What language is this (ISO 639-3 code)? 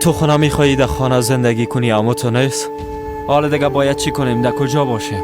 fas